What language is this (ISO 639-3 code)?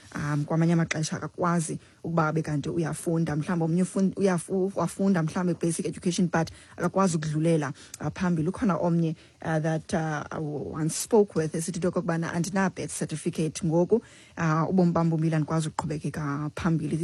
xho